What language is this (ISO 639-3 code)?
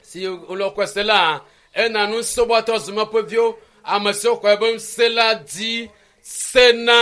ewe